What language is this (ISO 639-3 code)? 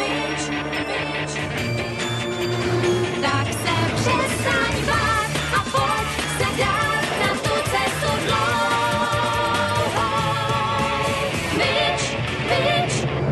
ces